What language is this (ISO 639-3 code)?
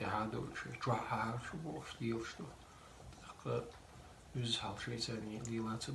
che